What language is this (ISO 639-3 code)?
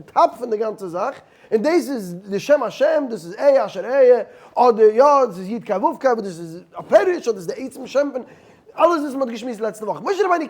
yid